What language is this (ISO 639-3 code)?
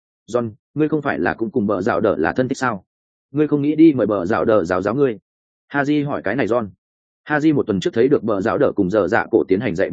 vie